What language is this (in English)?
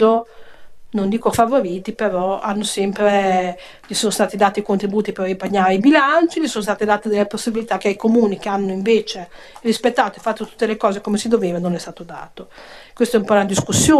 Italian